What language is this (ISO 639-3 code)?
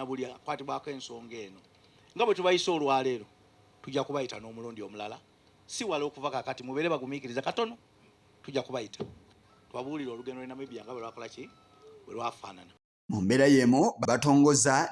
lug